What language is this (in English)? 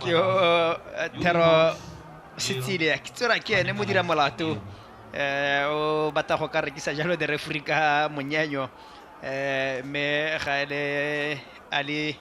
Tswana